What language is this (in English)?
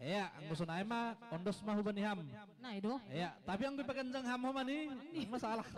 Batak Simalungun